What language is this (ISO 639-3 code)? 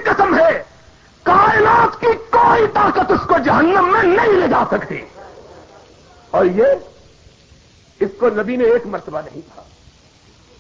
urd